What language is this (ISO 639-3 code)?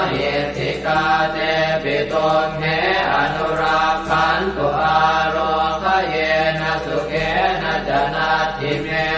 pli